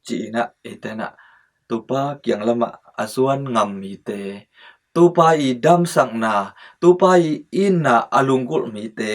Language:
Tedim Chin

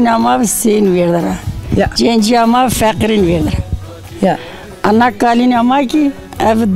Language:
Zaza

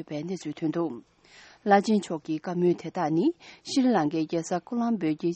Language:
Tibetan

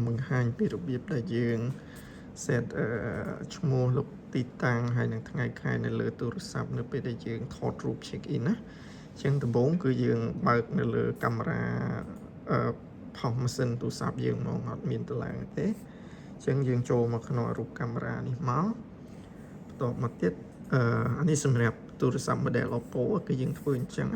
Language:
Khmer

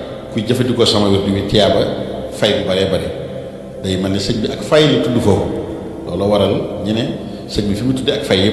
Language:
Wolof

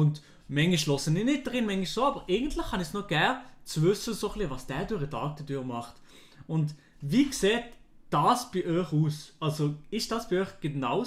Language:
Swiss German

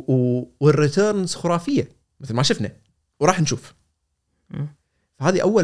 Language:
Gulf Arabic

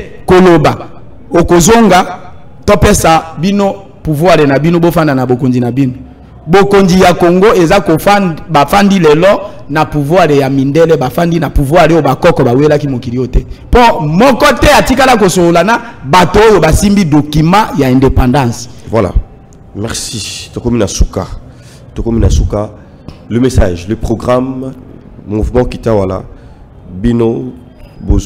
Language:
Lingala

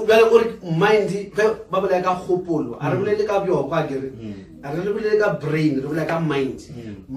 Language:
Northern Sotho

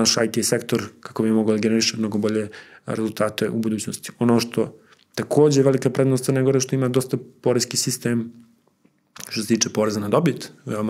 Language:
Serbian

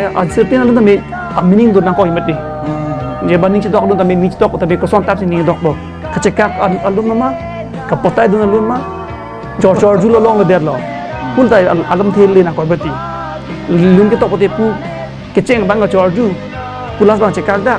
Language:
Karbi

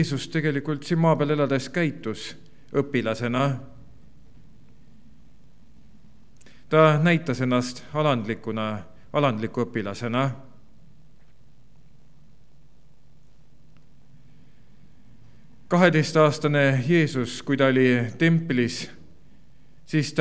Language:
Estonian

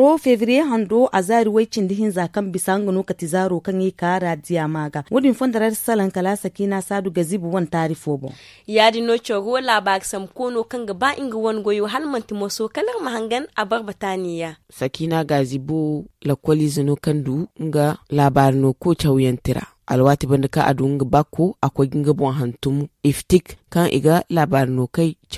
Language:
Zarma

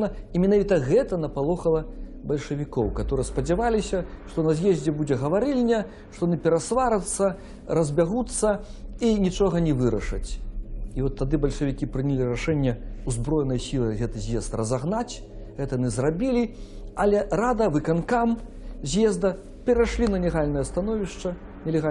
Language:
Belarusian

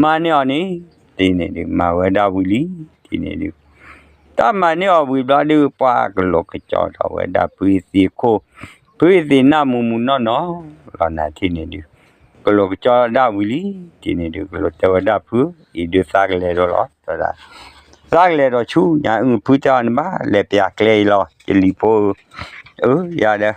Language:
S'gaw Karen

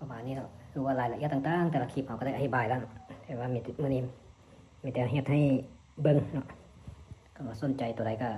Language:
Lao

